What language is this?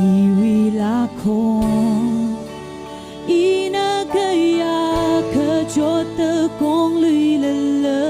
Tangkhul Naga (India)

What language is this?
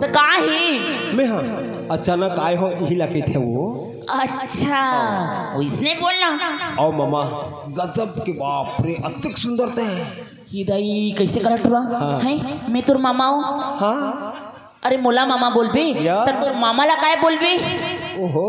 Chhattisgarhi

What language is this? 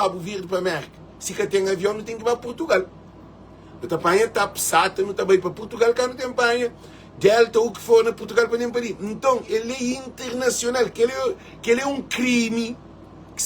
Kabuverdianu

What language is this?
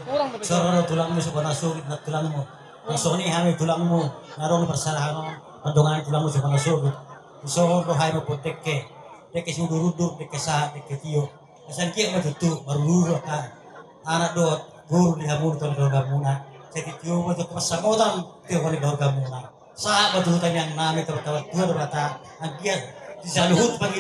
Batak Toba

